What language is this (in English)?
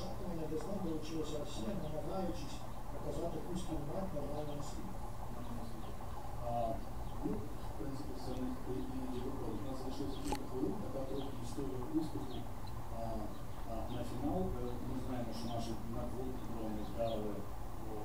Ukrainian